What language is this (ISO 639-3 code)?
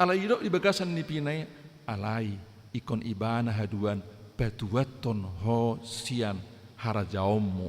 bbc